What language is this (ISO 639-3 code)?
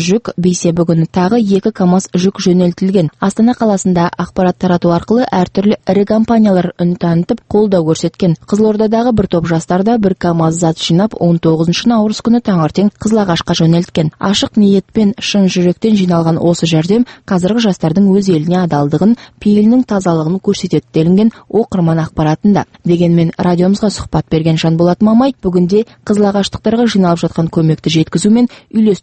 kaz